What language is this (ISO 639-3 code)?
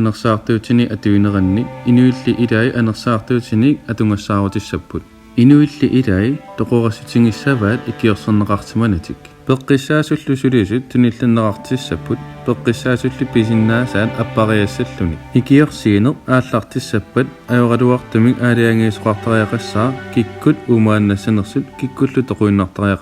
kal